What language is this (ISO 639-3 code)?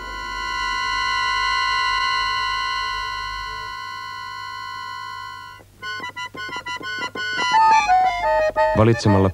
fin